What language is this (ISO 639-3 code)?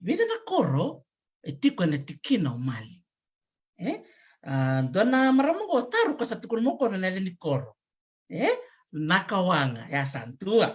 fij